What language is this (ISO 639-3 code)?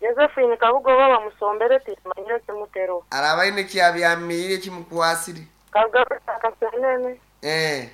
nyn